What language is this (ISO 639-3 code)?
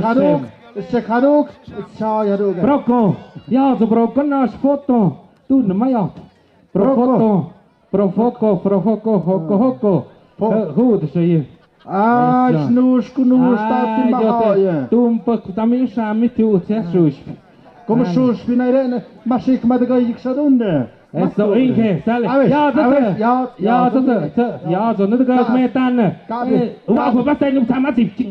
mxp